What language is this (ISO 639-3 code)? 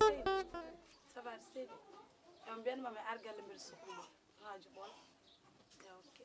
ful